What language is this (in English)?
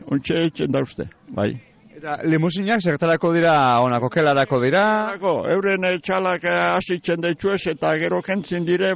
Basque